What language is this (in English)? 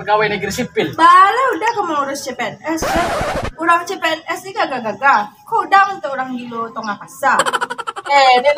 Minangkabau